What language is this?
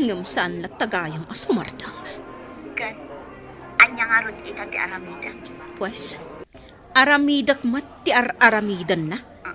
Iloko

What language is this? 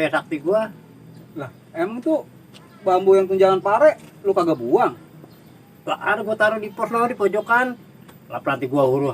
Betawi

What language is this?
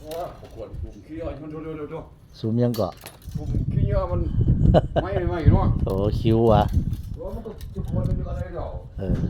Northeastern Thai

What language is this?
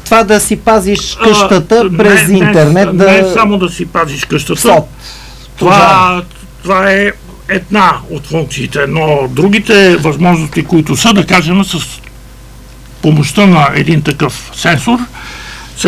Bulgarian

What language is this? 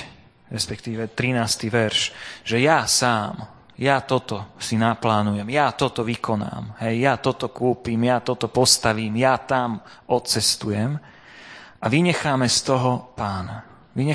Slovak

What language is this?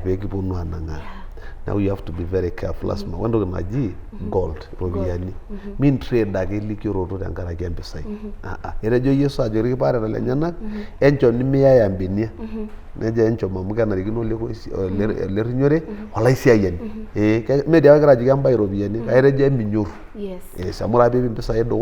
Masai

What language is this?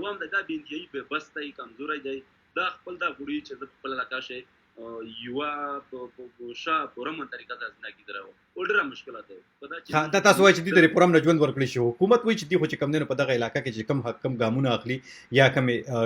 Pashto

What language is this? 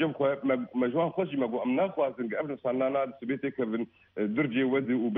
Kurdish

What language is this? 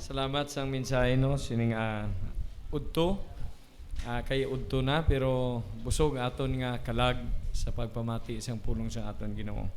Hiligaynon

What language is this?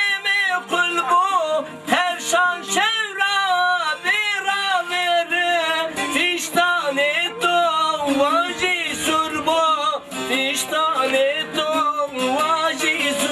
Zaza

